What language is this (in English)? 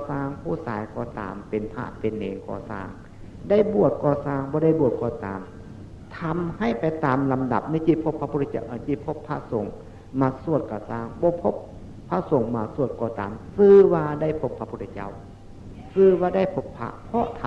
Northeastern Thai